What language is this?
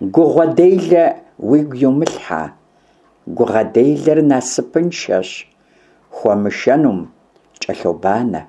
Kabardian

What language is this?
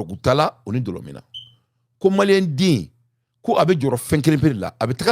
Bambara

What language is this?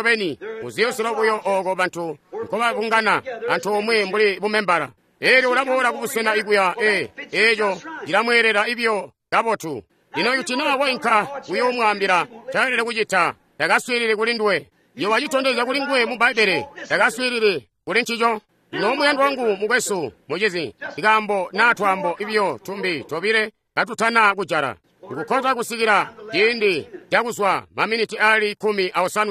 Tonga (Zambia)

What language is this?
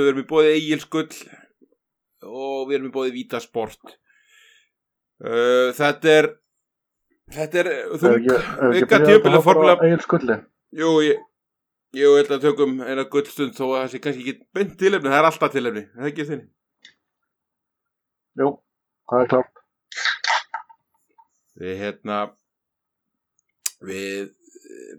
Icelandic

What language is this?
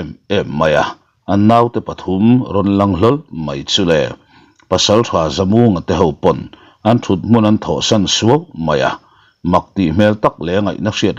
Mizo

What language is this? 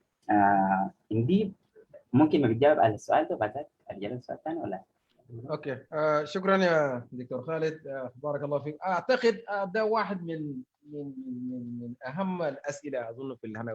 Sudanese Arabic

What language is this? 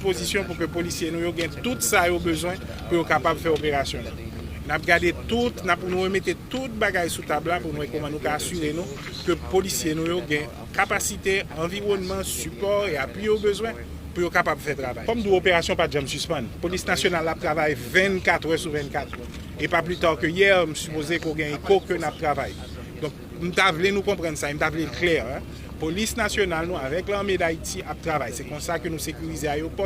Haitian Creole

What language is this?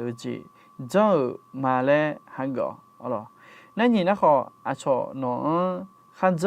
Akha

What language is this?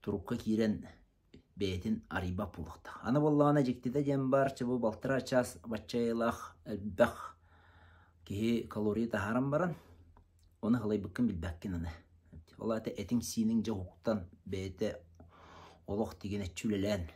Yakut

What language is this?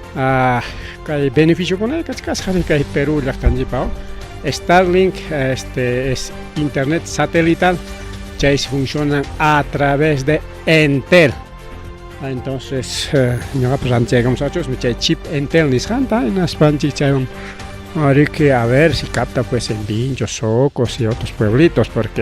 Ayacucho Quechua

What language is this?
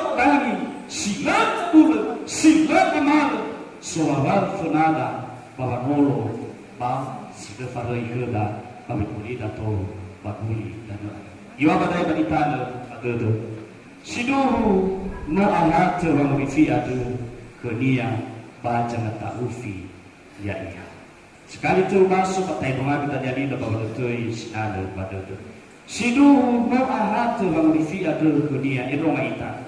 Nias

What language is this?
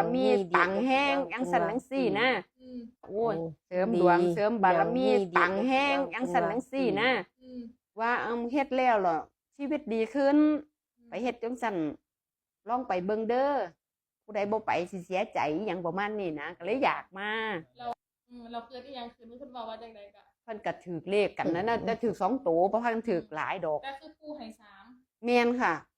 Northeastern Thai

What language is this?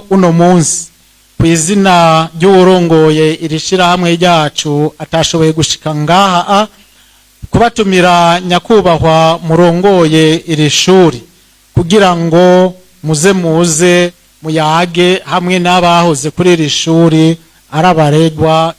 Rundi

